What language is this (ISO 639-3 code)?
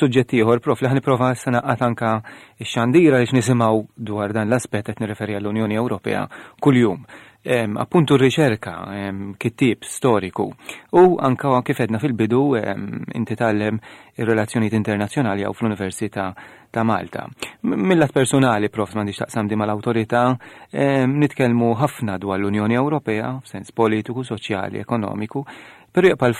mlt